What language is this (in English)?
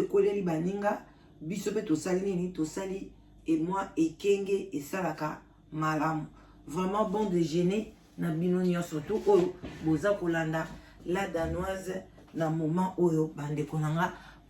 Lingala